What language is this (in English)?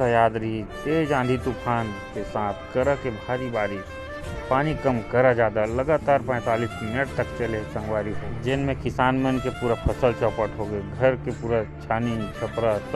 Chhattisgarhi